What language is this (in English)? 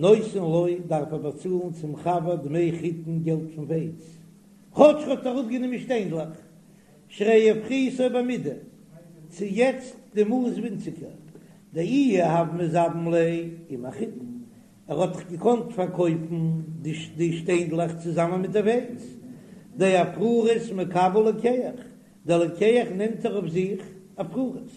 Yiddish